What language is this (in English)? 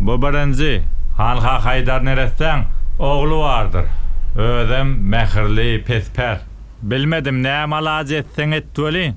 Turkmen